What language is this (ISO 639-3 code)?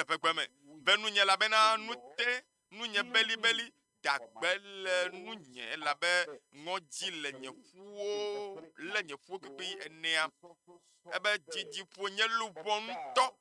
ewe